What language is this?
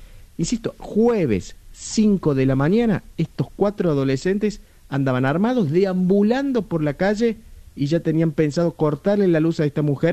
Spanish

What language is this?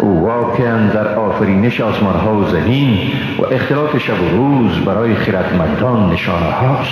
Persian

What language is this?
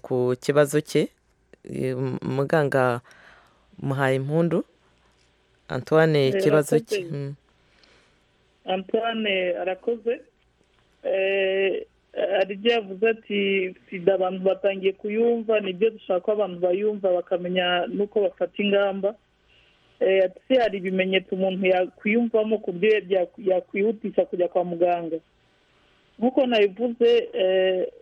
Kinyarwanda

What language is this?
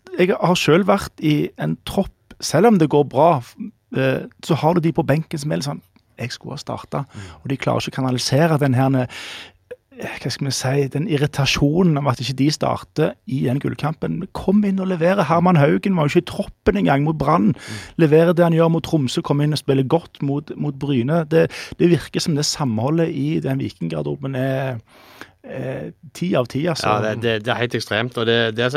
Norwegian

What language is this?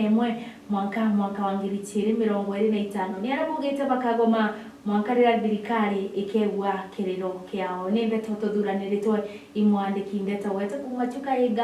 Meru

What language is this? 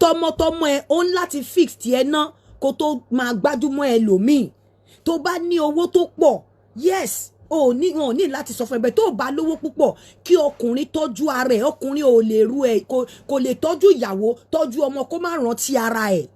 Yoruba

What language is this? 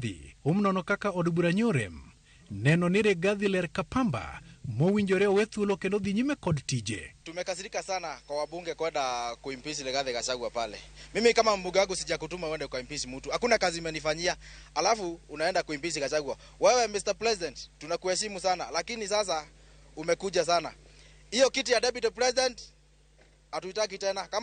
Luo (Kenya and Tanzania)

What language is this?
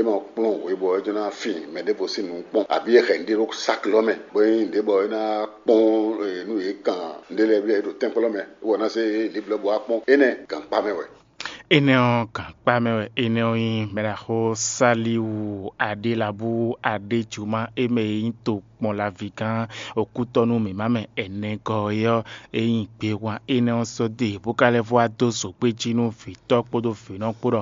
Fon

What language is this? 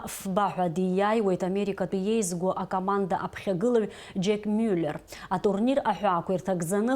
Abkhazian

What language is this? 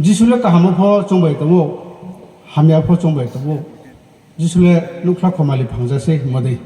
Riang (India)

